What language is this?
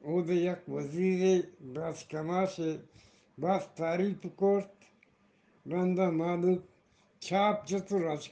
Eastern Balochi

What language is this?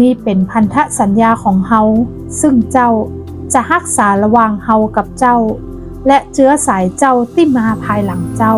Northern Thai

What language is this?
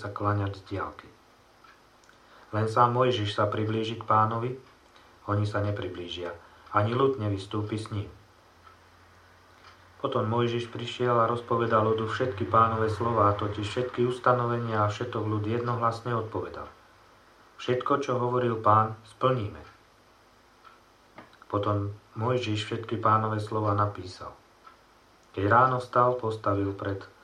Slovak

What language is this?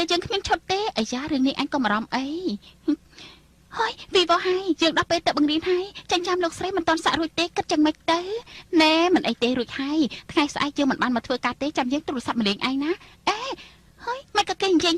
Khmer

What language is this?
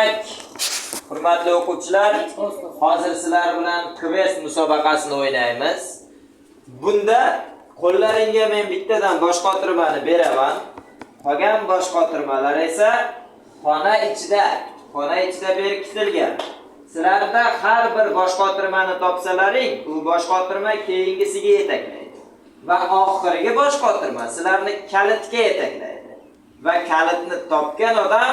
Uzbek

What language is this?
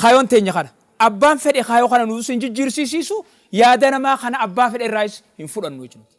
Oromo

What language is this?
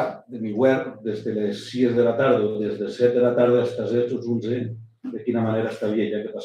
Occitan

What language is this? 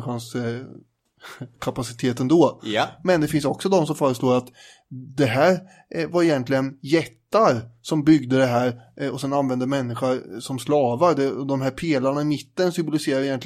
Swedish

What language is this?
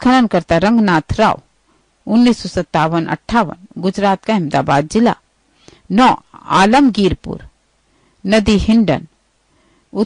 Hindi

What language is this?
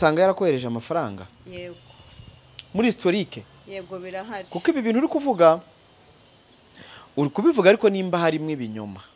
Kinyarwanda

